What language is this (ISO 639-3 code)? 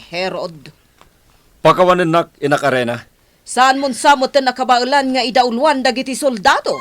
ilo